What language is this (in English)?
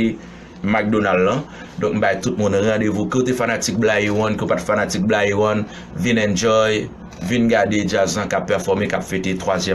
Haitian Creole